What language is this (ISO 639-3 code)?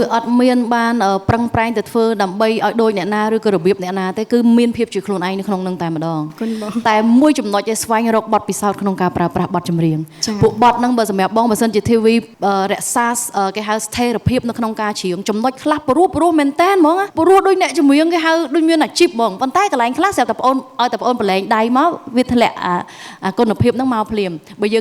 khm